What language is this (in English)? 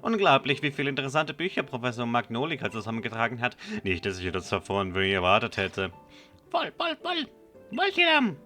Swiss German